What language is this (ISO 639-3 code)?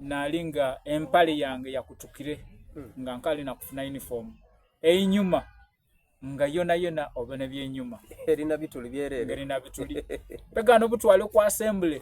xog